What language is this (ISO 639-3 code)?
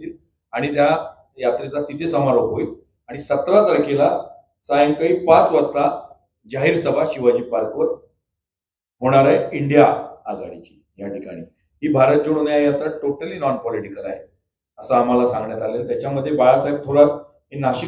mar